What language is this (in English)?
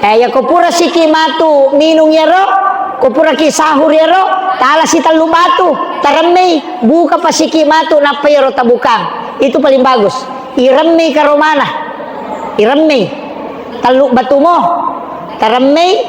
Buginese